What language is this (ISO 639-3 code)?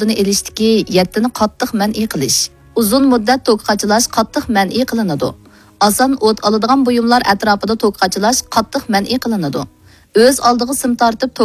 uig